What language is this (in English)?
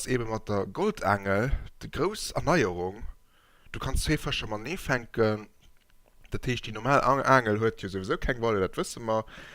Luxembourgish